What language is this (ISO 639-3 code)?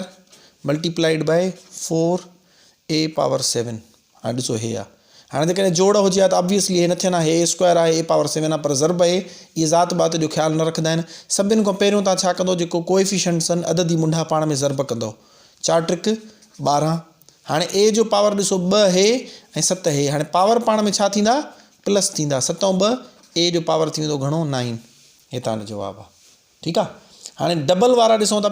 snd